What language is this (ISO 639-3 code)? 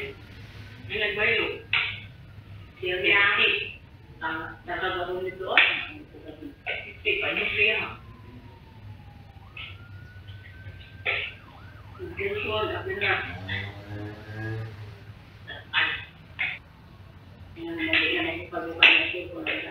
fil